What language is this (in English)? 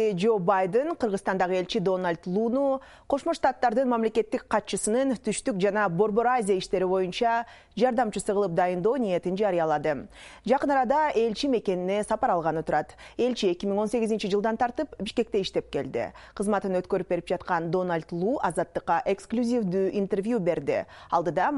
Kyrgyz